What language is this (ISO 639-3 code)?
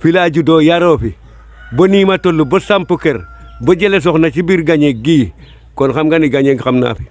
wol